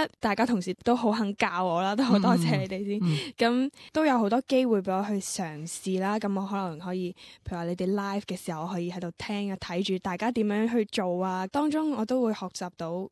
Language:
Cantonese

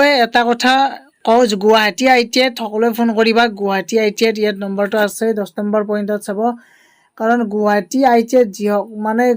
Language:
Assamese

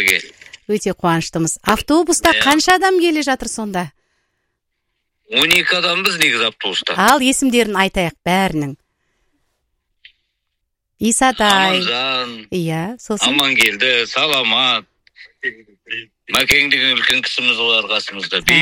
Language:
Kazakh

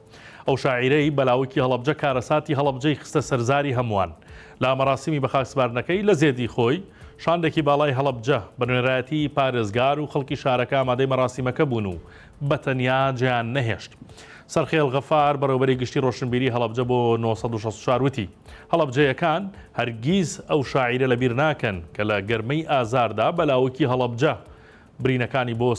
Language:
Central Kurdish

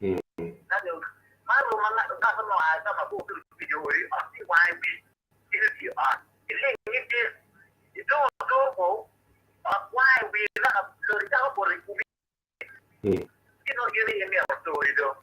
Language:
Acoli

